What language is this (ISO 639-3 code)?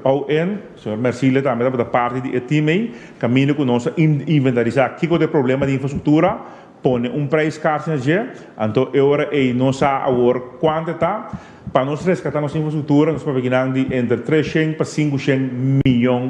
pap